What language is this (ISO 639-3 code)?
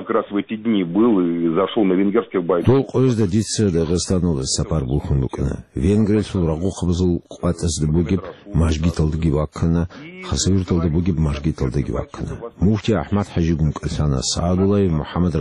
ava